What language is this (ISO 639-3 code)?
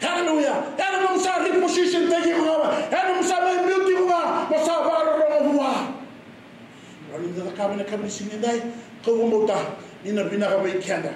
fij